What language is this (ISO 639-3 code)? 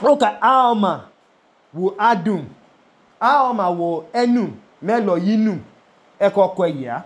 idu